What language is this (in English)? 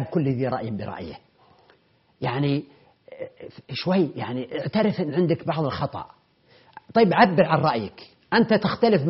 Arabic